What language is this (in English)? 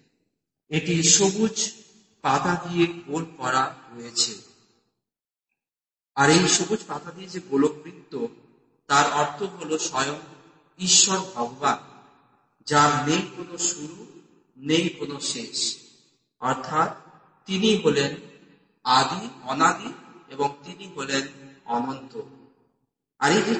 Bangla